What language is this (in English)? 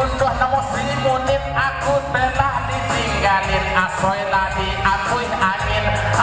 Minangkabau